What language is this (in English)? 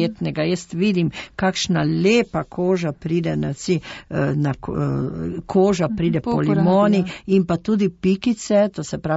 Slovenian